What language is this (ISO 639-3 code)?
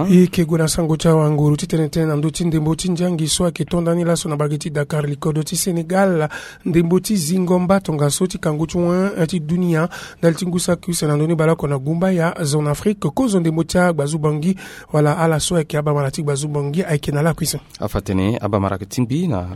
sag